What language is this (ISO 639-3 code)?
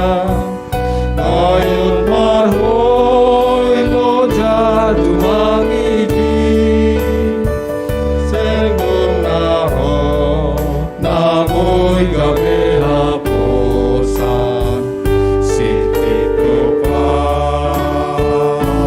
bts